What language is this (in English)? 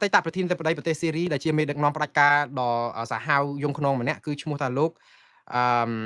Khmer